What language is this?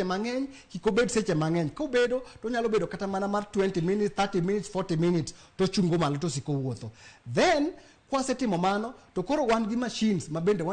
Luo (Kenya and Tanzania)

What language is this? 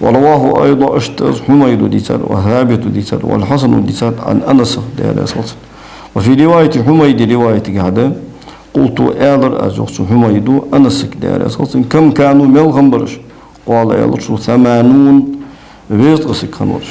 Ingush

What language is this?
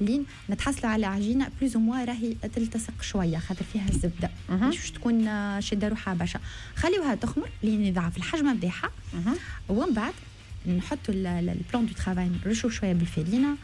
Tunisian Arabic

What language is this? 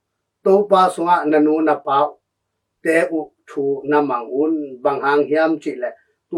Tedim Chin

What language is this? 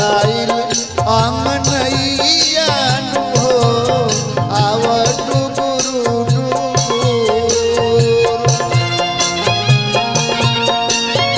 Bhojpuri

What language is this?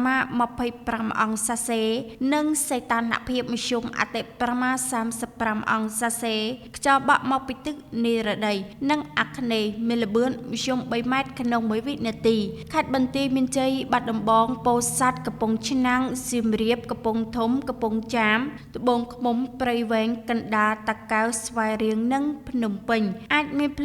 Khmer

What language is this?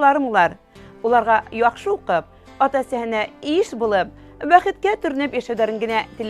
Bashkir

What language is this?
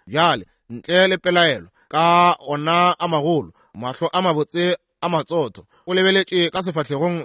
Northern Sotho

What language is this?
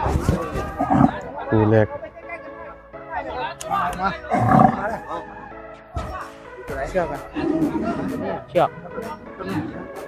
Thai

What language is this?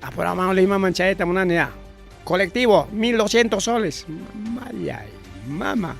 Ayacucho Quechua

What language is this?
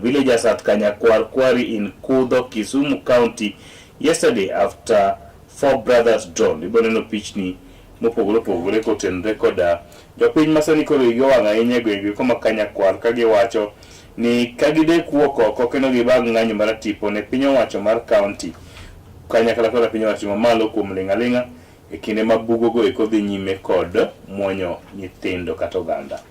Luo (Kenya and Tanzania)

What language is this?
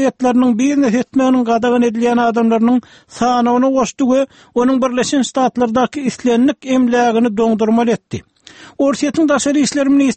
Turkmen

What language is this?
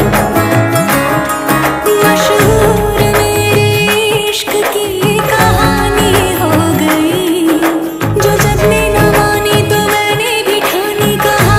Hindi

